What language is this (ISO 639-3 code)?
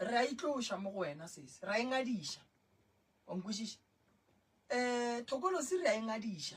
nso